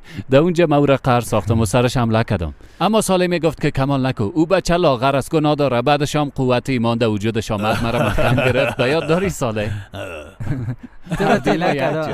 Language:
Persian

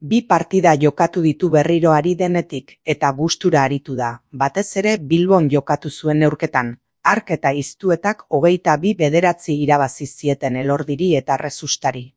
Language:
Basque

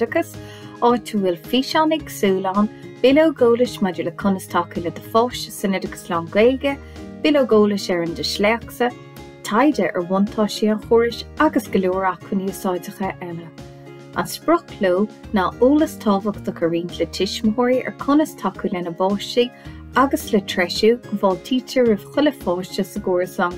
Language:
Irish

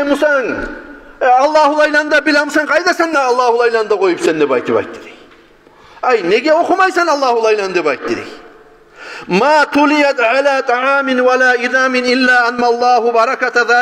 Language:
Kumyk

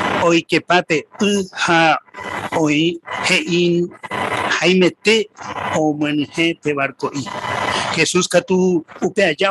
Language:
Guarani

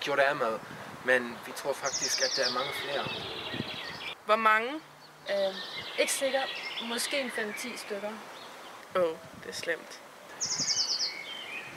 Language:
Danish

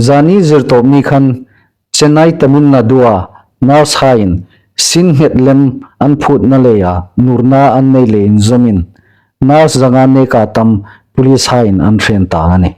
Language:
Hmar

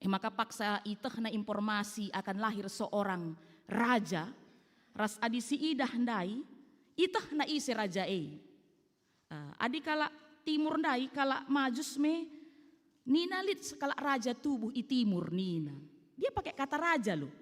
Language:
Batak Karo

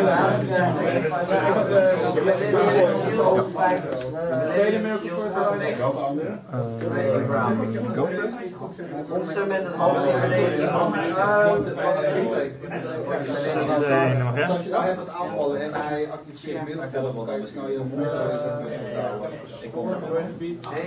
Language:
Dutch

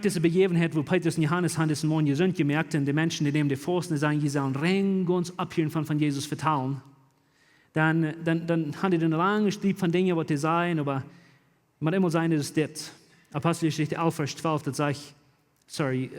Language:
Plautdietsch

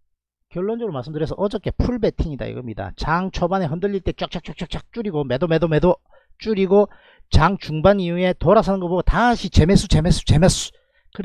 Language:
Korean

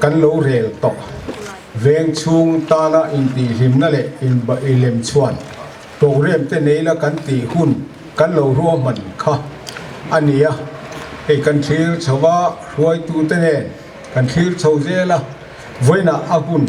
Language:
Mizo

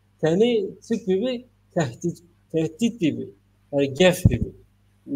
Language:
Zaza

